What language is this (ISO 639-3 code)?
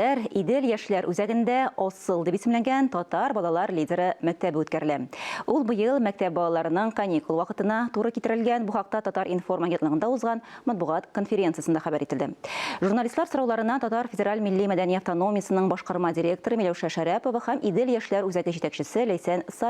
tat